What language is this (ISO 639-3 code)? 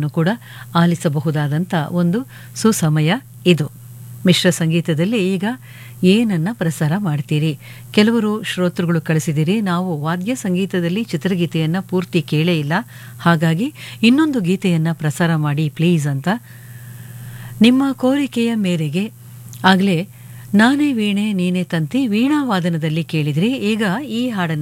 kan